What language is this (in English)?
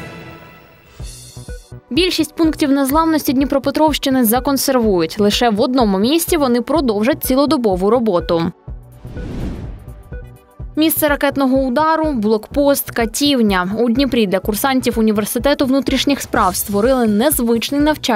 Ukrainian